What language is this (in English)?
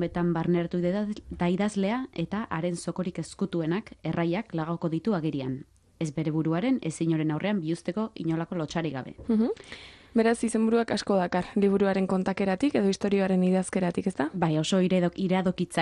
Basque